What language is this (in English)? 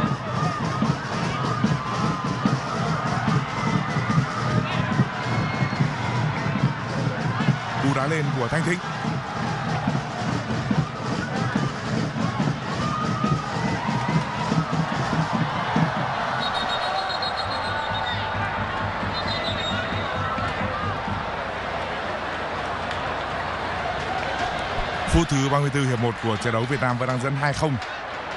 Vietnamese